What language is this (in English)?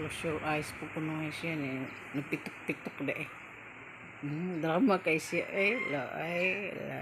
Cebuano